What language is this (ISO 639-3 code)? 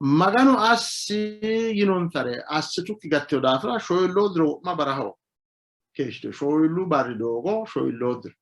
sid